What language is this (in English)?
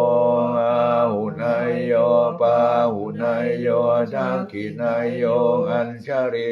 Pali